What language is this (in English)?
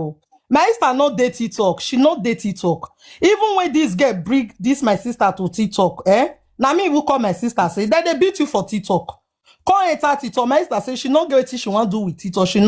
Nigerian Pidgin